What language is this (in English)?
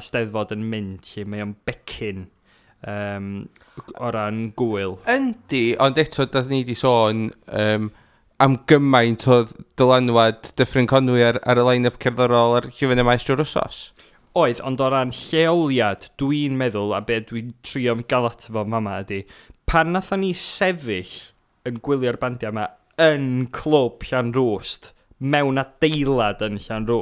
Welsh